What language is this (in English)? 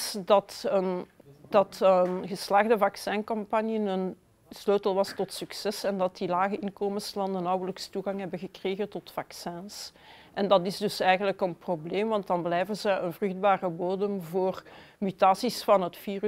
Dutch